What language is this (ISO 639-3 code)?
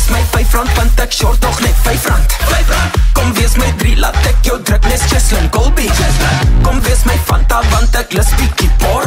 afr